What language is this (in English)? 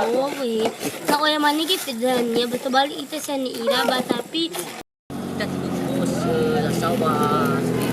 Nias